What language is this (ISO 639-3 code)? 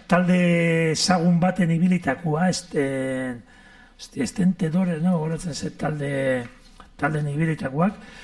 eus